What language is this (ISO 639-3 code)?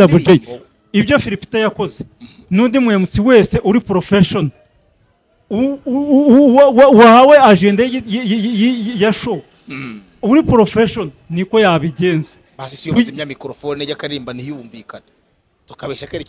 kin